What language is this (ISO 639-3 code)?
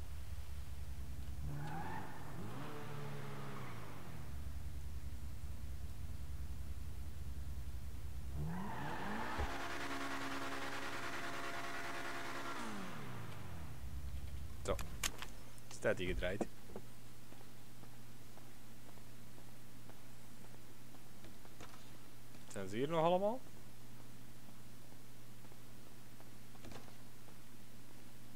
nld